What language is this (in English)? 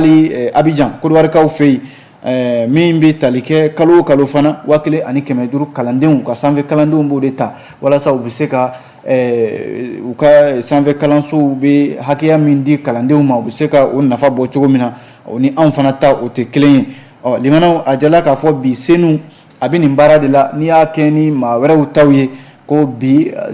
Bambara